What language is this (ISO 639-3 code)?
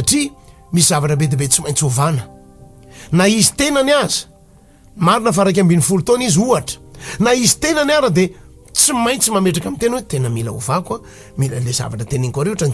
mlg